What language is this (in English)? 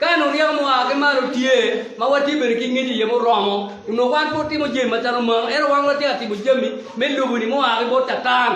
Acoli